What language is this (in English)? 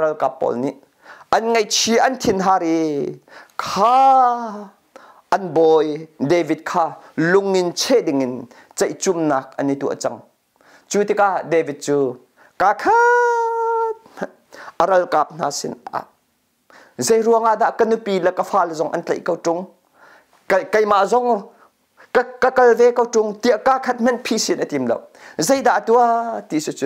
Hakha Chin